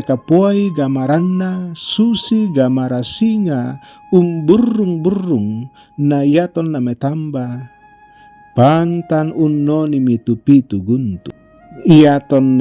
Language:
Toraja-Sa'dan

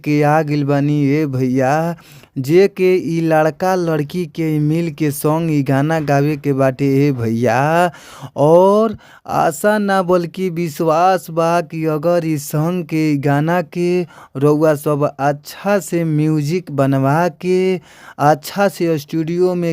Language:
Bhojpuri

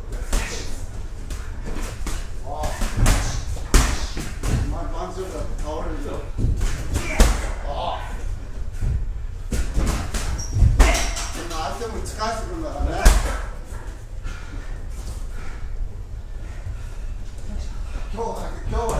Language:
Japanese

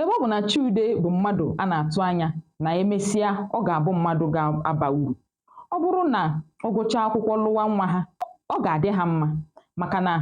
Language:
Igbo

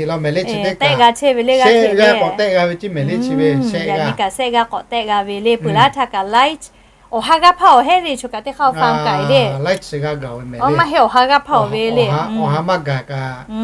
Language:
Lahu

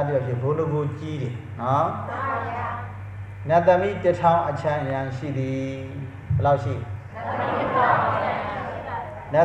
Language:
Burmese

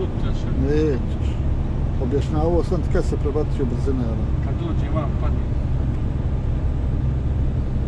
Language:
Croatian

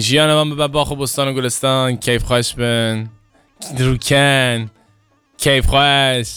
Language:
Kurdish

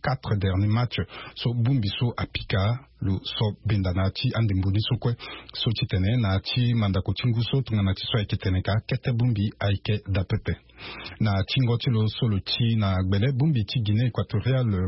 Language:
Sango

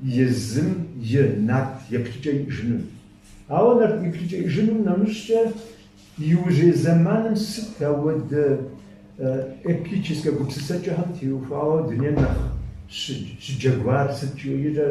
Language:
Kabardian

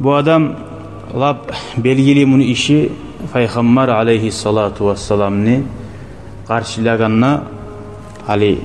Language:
Kumyk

